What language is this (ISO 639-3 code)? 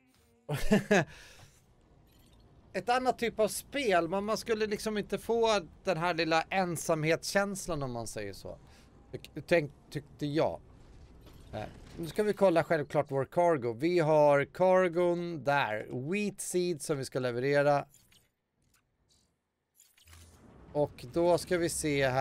swe